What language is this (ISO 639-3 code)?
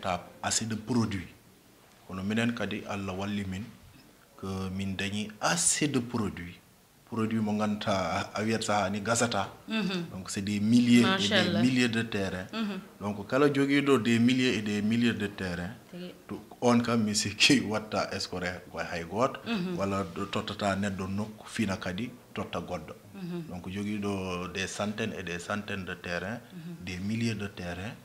ful